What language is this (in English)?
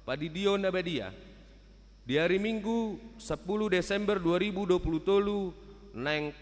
Batak Toba